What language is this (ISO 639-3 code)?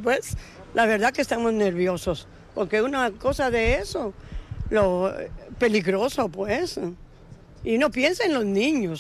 spa